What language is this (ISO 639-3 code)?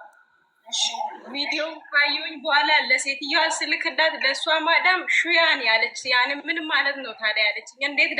amh